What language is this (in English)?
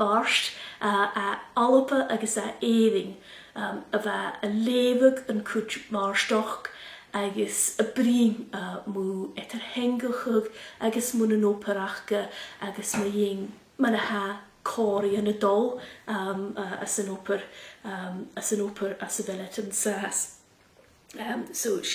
Scottish Gaelic